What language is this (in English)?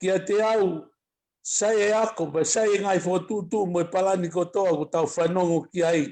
Tongan